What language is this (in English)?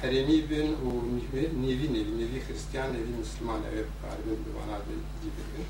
Kurdish